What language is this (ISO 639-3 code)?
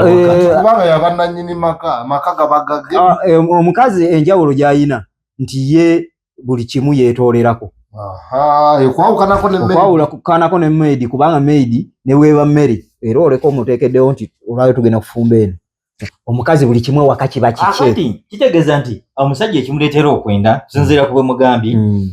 lug